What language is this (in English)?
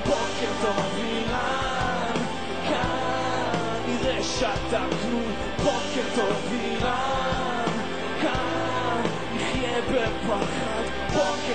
Hebrew